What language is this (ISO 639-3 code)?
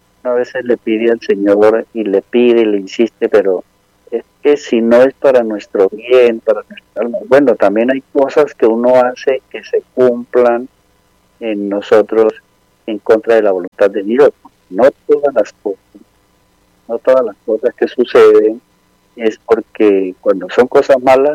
spa